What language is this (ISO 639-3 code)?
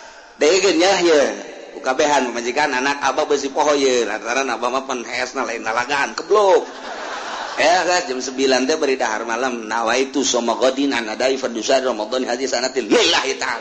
sun